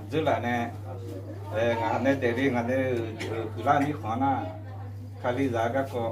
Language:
Akha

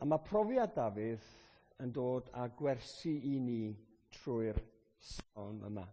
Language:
Welsh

